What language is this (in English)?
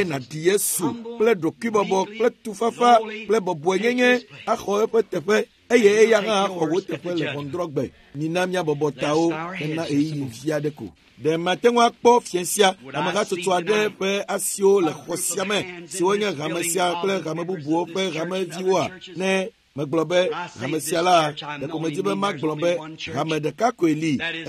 Ewe